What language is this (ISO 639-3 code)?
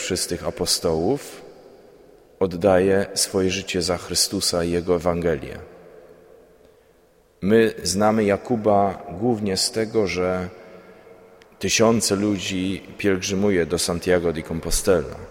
pol